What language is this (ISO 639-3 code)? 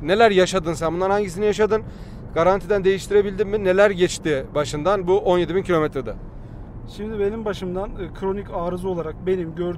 tur